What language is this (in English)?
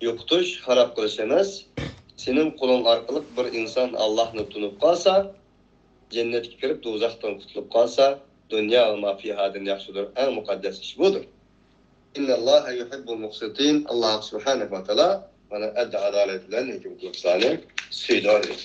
Uyghur